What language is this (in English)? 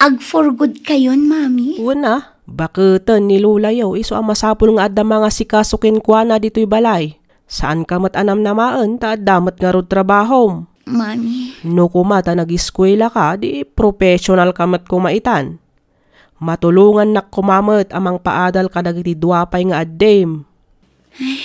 Iloko